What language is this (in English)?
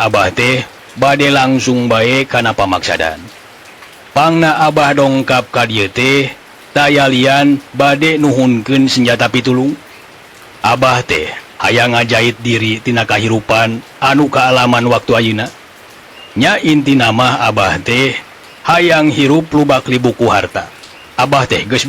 Sundanese